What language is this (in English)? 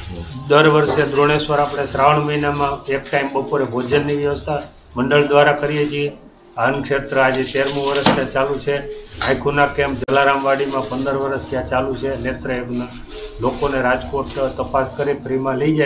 Gujarati